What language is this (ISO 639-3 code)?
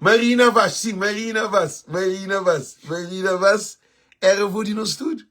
kea